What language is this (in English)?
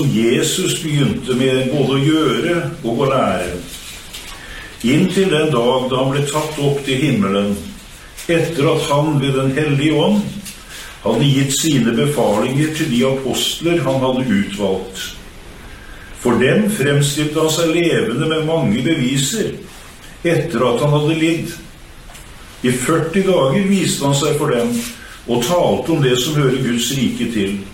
Norwegian